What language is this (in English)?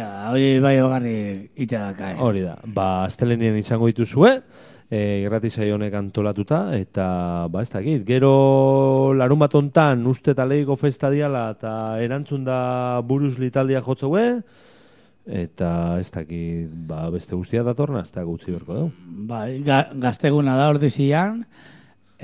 Basque